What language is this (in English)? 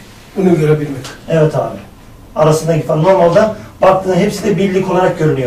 Turkish